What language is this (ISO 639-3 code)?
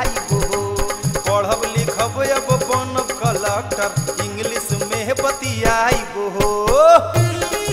bho